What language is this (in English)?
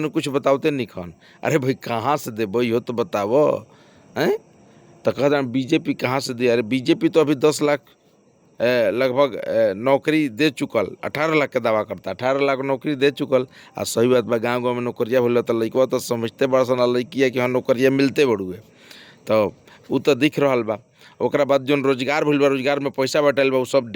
Bhojpuri